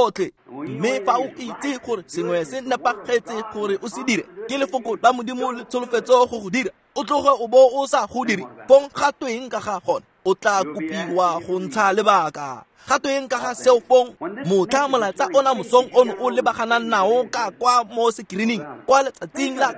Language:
Tswana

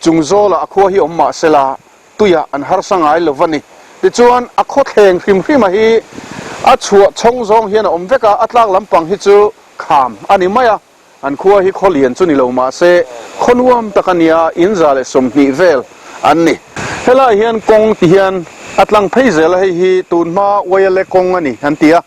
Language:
Mizo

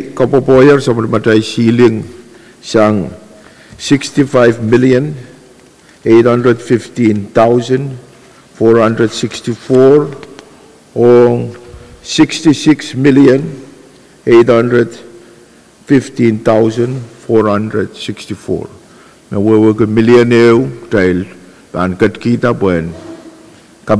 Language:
Pohnpeian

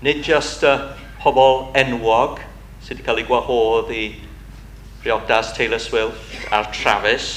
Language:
Welsh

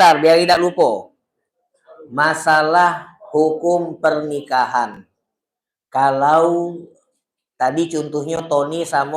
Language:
Musi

